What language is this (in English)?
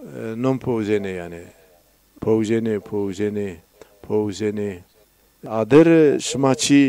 Zaza